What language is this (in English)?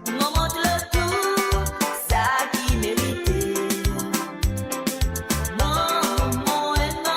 Morisyen